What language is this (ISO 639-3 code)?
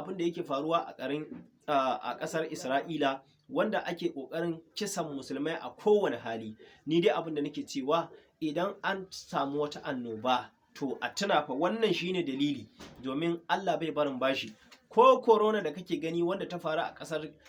hau